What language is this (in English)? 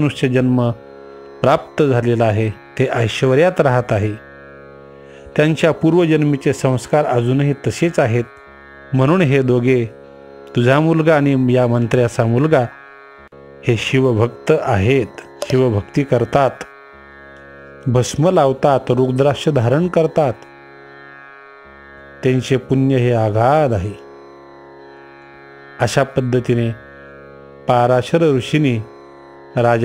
Marathi